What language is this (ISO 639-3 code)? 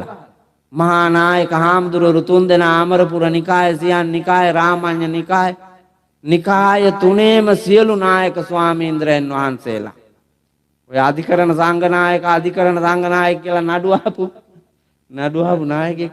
sin